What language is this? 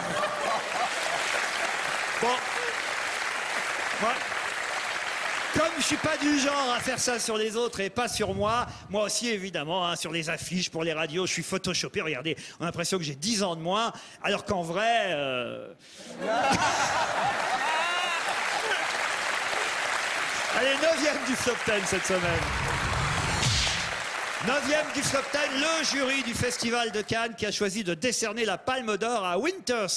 French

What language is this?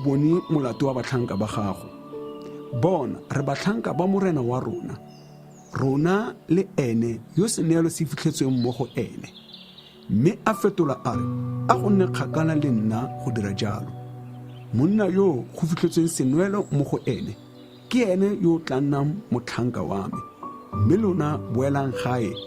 Tswana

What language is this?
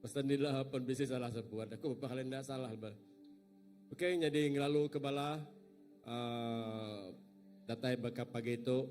Iban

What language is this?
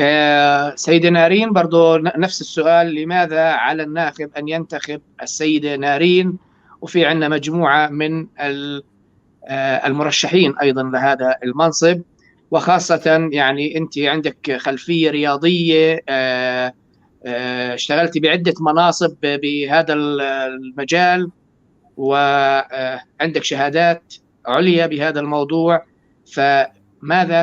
North Levantine Arabic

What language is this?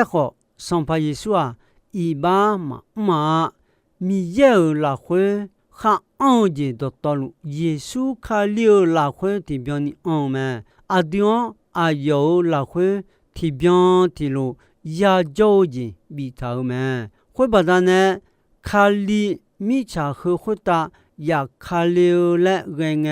Akha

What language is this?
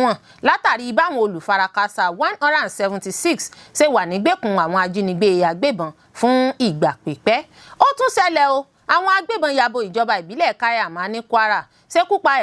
Yoruba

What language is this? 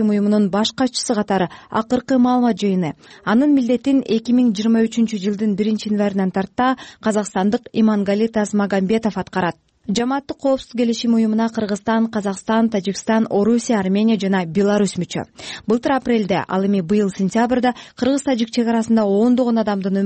Kyrgyz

